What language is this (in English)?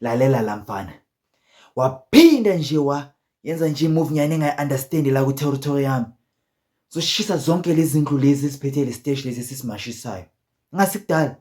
Zulu